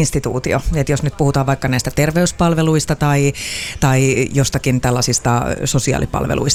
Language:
Finnish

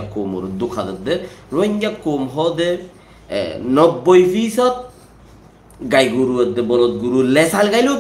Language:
Rohingya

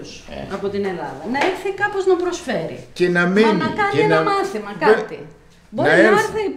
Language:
Greek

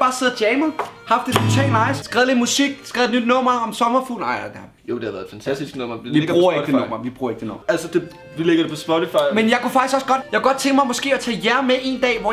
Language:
Danish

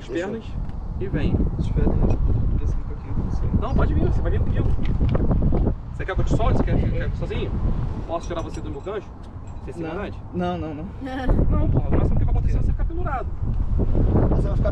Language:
Portuguese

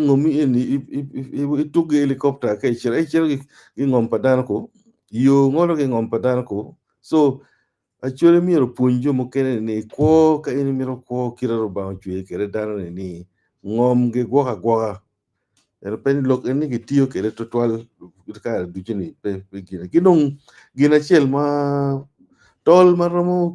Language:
Acoli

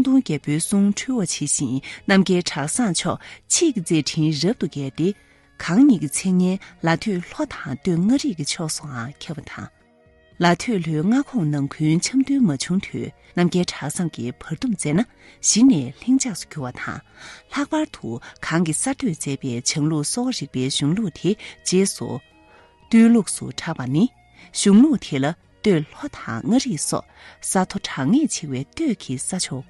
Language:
Tibetan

